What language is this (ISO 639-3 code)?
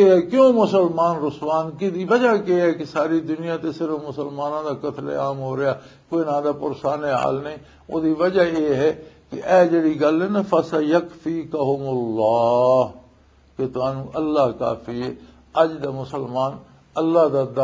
lah